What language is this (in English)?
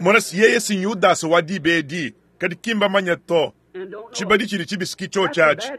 Luba-Lulua